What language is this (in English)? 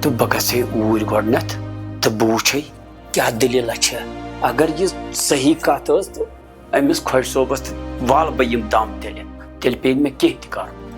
Kashmiri